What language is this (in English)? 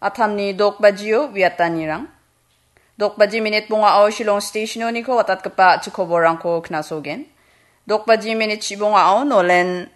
Garo